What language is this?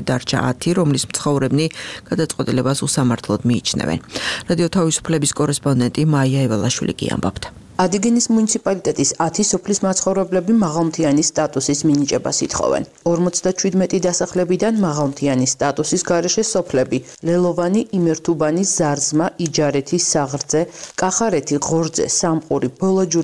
Georgian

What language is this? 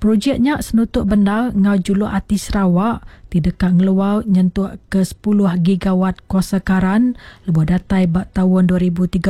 Iban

